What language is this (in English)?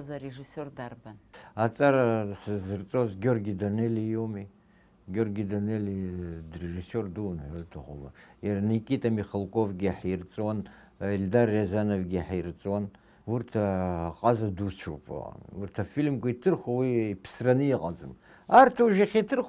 Abkhazian